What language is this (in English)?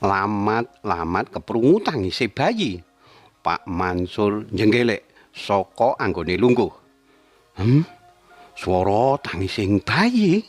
Javanese